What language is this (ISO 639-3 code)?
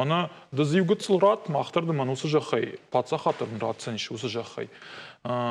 oss